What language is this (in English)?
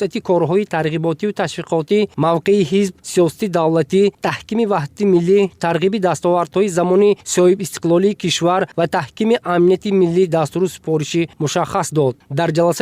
Tajik